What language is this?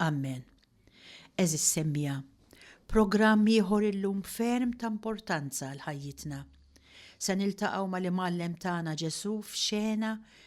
Maltese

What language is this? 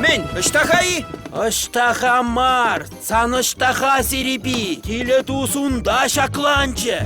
Chuvash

